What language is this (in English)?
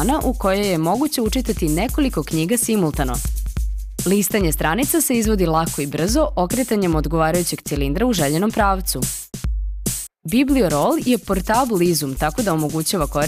Serbian